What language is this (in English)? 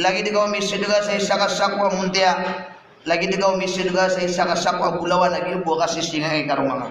Maranao